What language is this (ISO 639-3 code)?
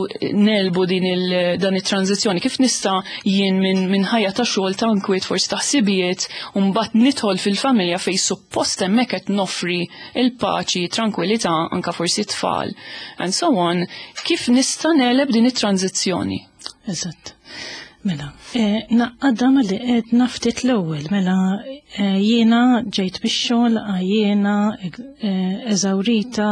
mlt